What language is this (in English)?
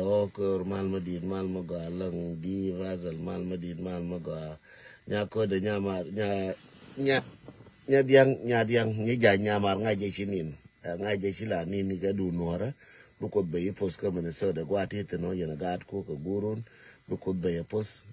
Nuer